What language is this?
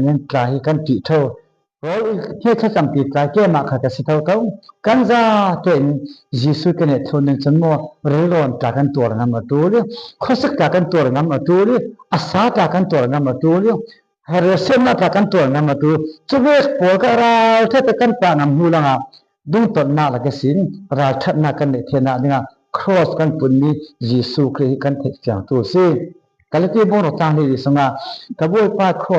Falam Chin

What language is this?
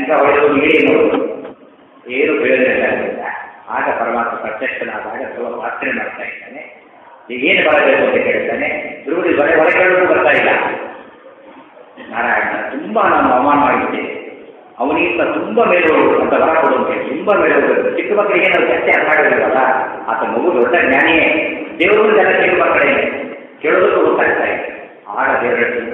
Kannada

